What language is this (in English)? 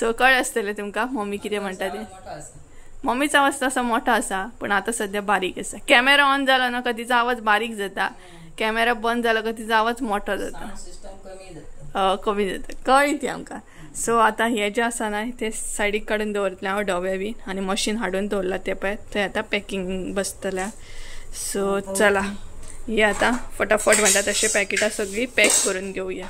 Konkani